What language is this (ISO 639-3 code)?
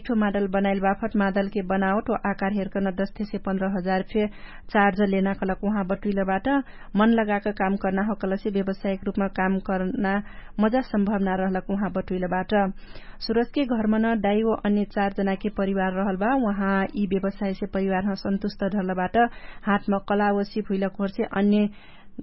thl